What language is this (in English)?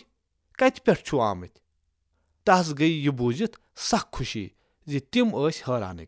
Kashmiri